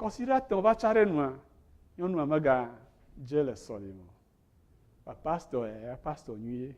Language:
Ewe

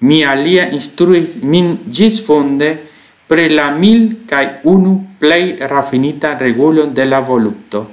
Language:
Esperanto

